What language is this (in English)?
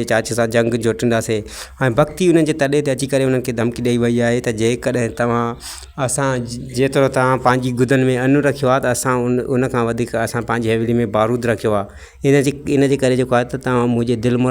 Sindhi